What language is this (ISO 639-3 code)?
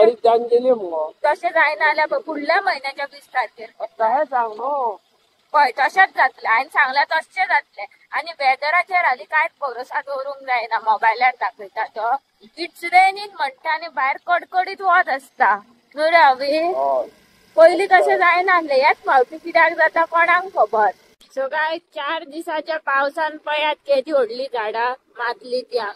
kok